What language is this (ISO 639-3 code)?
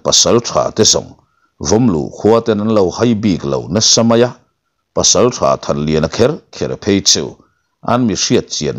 lus